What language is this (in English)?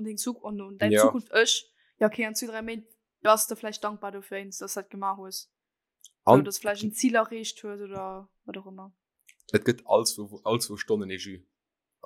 Luxembourgish